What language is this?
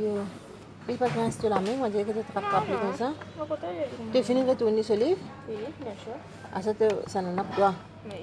Morisyen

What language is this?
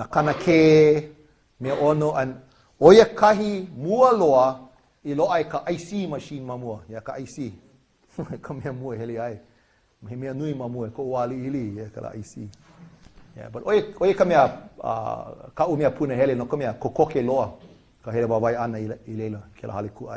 Hawaiian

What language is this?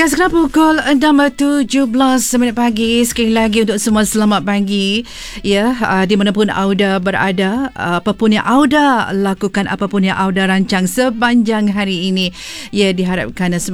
Malay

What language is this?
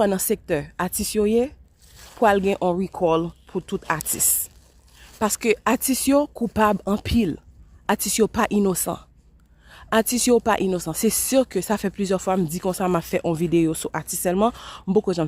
Haitian Creole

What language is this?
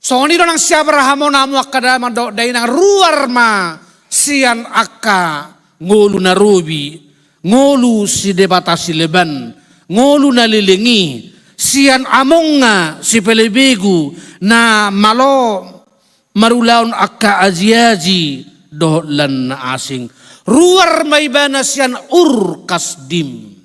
Batak Toba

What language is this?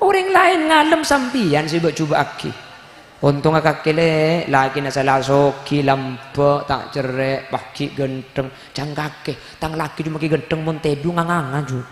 Madurese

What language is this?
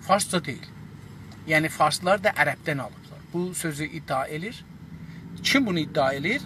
South Azerbaijani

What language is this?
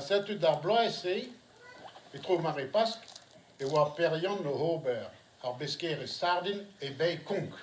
Breton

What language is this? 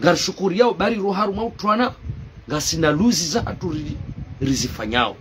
Ngazidja Comorian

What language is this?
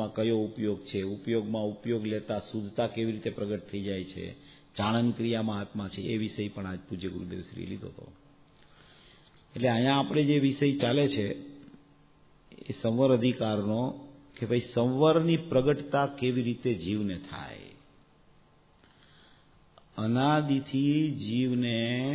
Gujarati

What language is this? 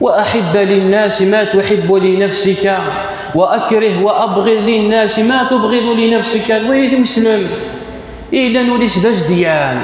Kabyle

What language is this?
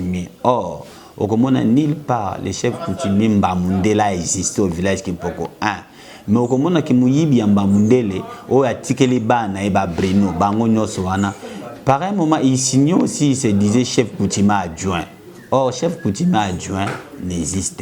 Lingala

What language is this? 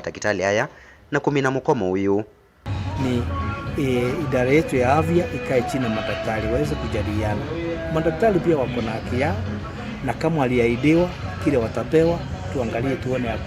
Kamba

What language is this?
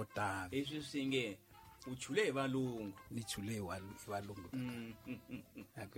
Tsonga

